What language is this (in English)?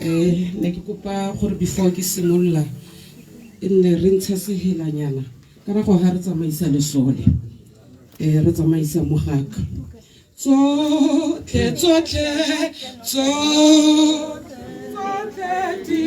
Tswana